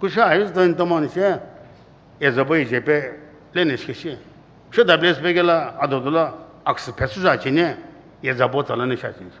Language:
Sumi Naga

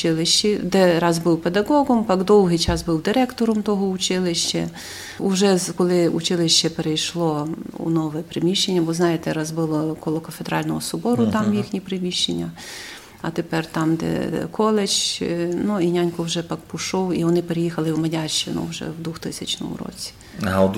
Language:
Rusyn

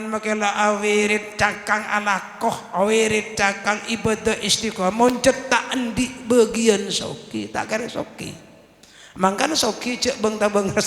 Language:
Madurese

